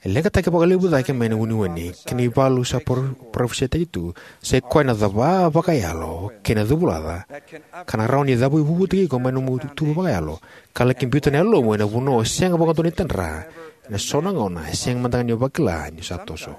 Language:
Fijian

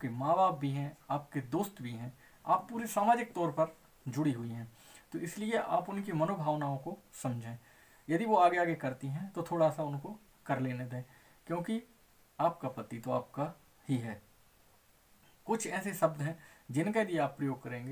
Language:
Hindi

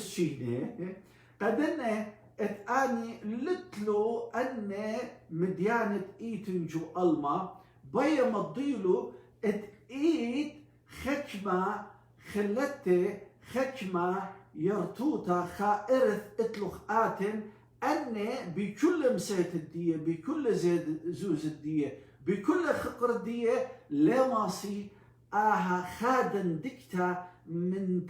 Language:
Assyrian Neo-Aramaic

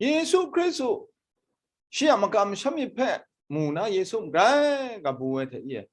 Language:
Kachin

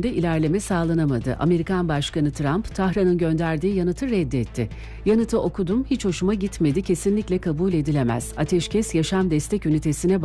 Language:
Turkish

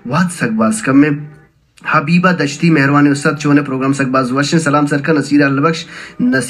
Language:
Baluchi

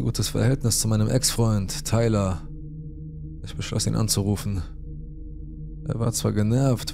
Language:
German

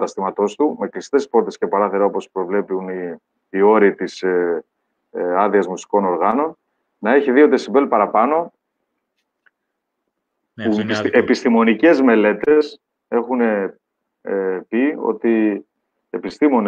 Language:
Greek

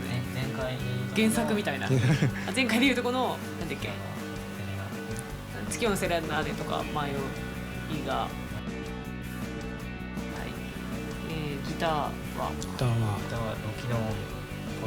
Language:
Japanese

